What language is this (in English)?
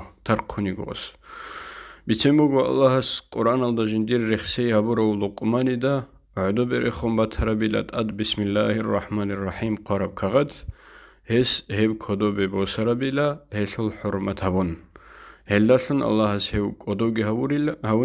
Avaric